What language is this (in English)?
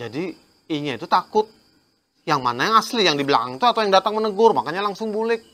Banjar